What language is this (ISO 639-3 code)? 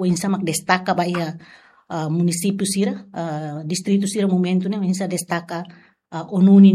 tet